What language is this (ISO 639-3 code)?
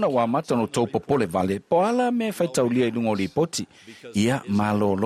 smo